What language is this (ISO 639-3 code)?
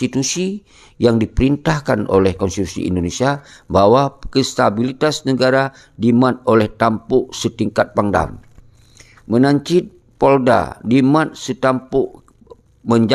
ace